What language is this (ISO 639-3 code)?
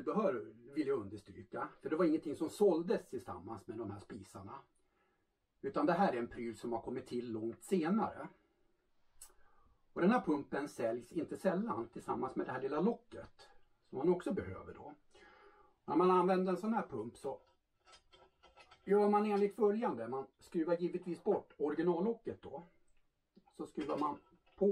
swe